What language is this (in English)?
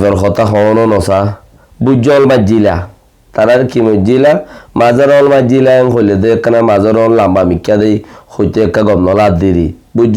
Rohingya